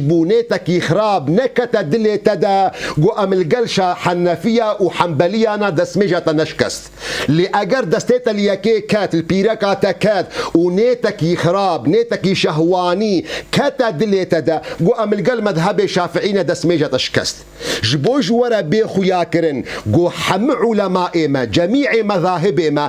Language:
Kurdish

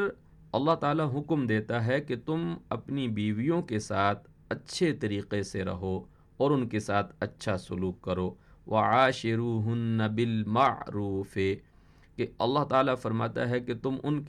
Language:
Urdu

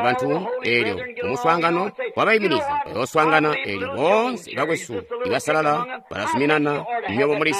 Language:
Tonga (Zambia)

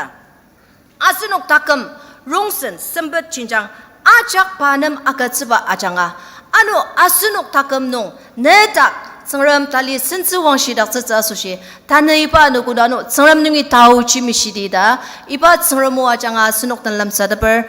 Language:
Ao Naga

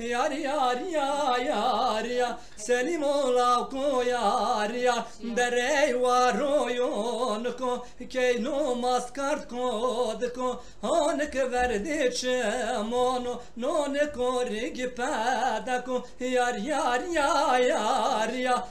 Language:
Zaza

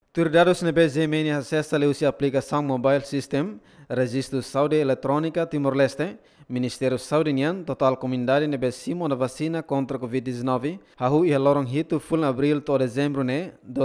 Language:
Tetum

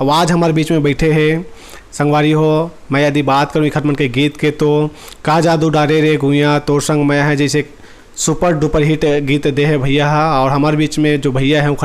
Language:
Chhattisgarhi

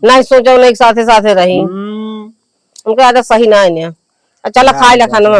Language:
Awadhi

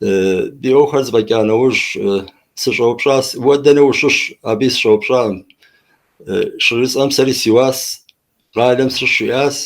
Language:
Kabardian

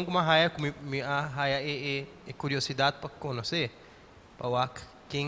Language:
Papiamento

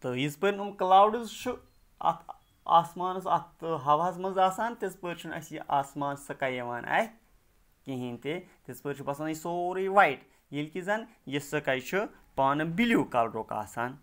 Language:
Kashmiri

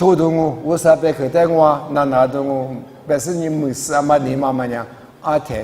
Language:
Lisu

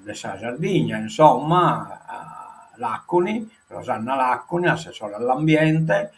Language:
Sardinian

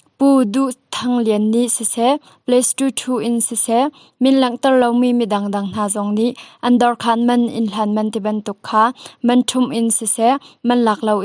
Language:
Hakha Chin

